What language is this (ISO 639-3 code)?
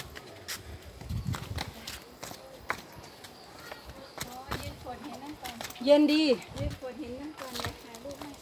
lao